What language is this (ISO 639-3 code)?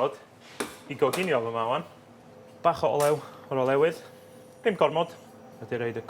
cym